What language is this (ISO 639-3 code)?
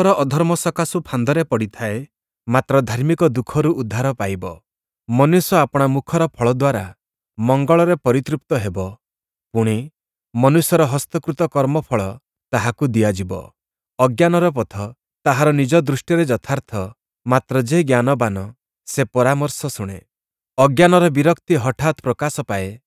ori